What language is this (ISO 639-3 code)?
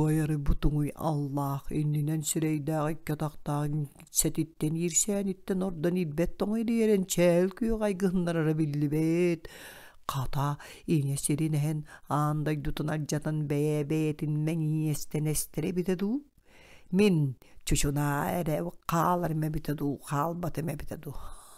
sah